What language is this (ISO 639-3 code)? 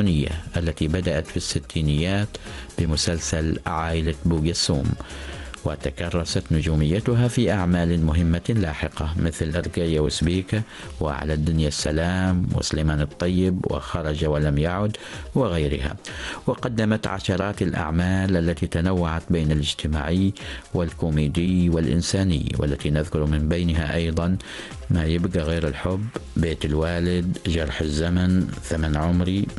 ara